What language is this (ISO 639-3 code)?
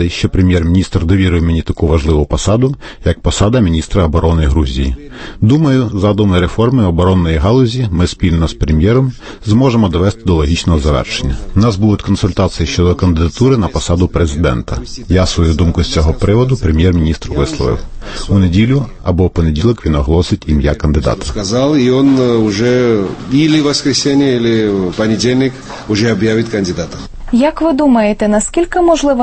ukr